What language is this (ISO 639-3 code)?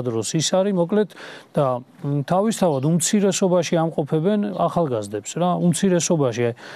kat